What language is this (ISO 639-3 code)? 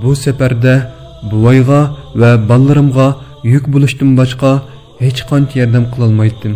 uig